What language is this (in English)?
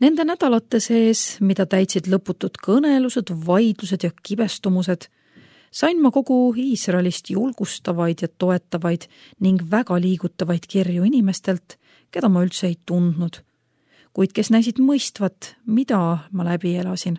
Estonian